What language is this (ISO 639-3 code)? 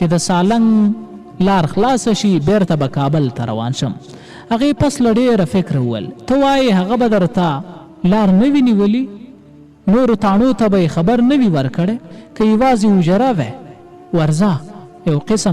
pus